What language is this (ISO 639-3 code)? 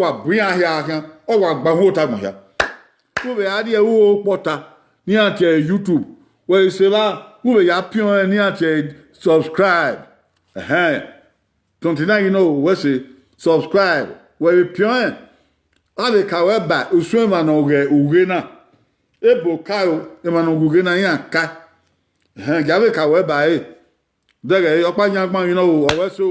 bin